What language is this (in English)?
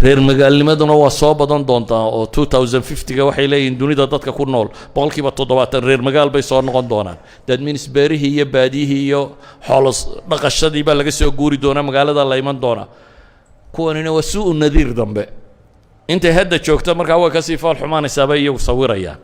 Somali